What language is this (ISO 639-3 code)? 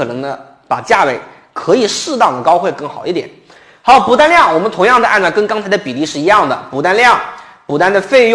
zho